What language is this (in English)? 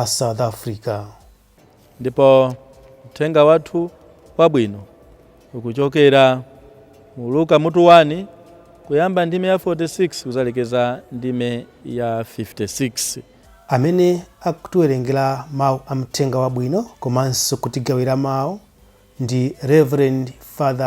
Nyanja